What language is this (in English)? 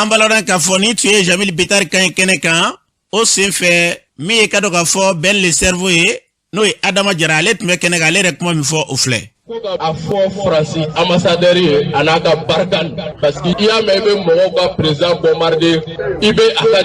Bambara